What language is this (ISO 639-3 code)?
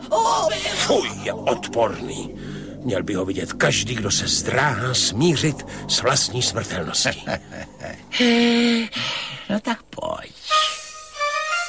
ces